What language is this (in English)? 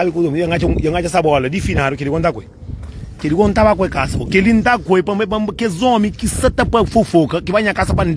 Kabuverdianu